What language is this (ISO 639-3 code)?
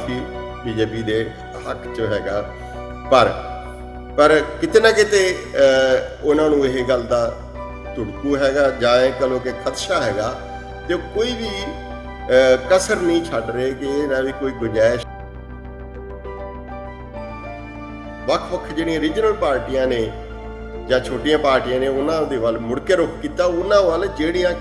pan